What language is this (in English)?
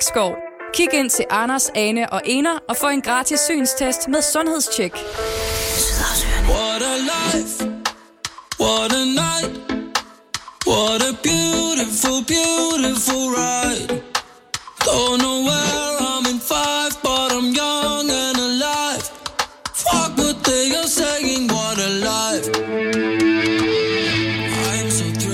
Danish